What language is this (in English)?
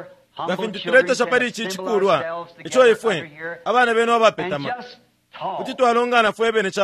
Bemba